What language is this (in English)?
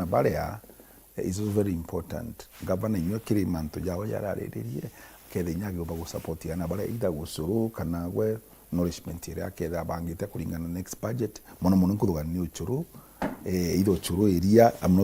Meru